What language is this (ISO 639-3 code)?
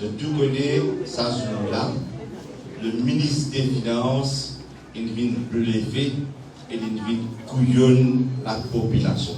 mfe